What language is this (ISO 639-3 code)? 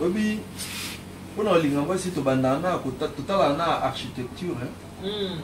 lin